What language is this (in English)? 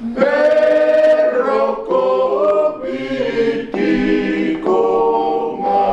Fijian